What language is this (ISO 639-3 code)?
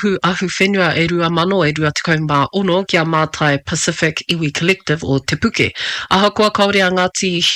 mri